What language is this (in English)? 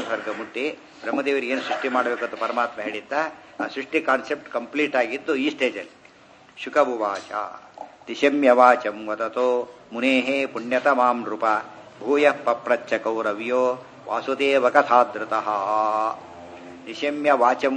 Kannada